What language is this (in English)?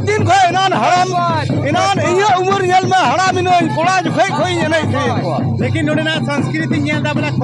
Santali